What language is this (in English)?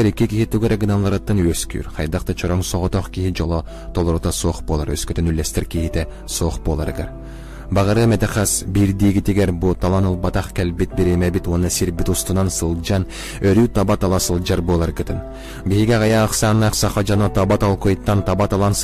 Yakut